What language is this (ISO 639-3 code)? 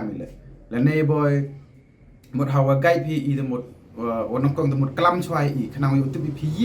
pbv